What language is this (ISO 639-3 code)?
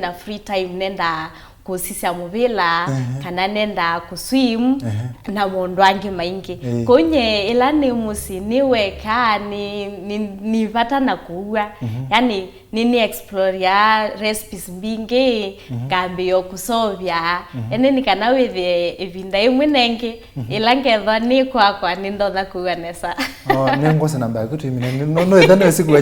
kam